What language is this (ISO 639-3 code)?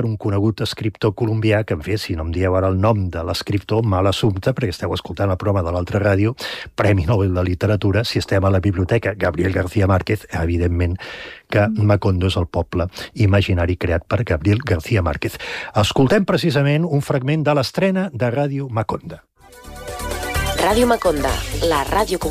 cat